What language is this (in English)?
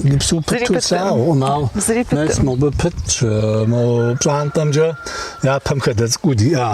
Kabardian